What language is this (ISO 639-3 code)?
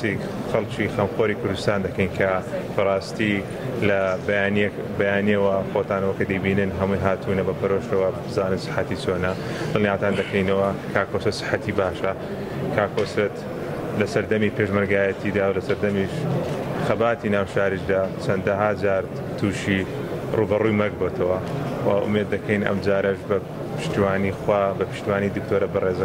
ckb